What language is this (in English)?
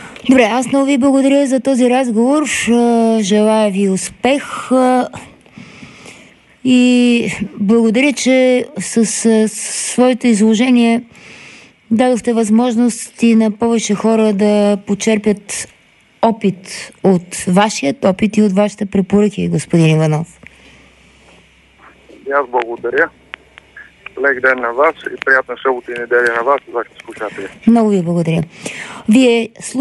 Bulgarian